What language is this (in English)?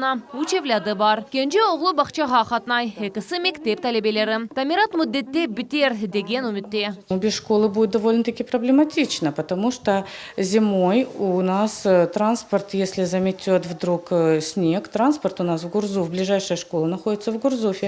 Crimean Tatar